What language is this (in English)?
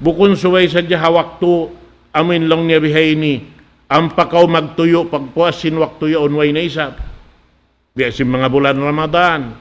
Tausug